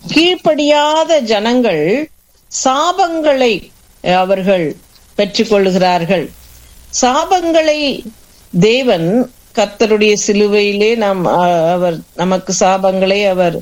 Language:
Tamil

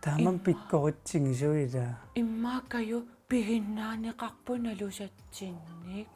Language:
Kalaallisut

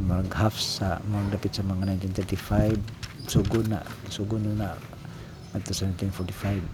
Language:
Cebuano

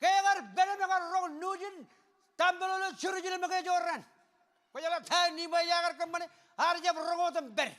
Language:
Marshallese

